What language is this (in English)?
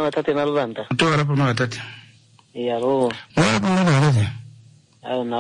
Kuanyama